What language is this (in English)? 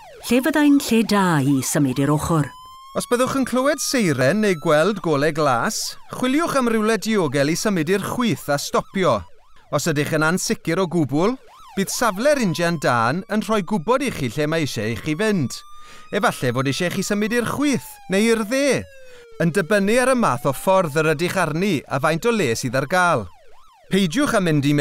Welsh